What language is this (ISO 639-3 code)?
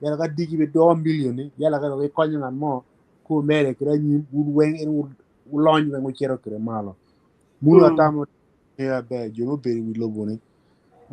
ach